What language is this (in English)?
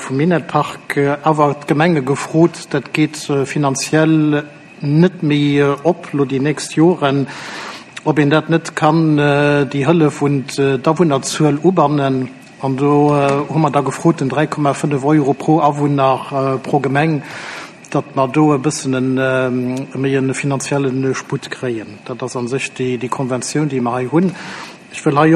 Luxembourgish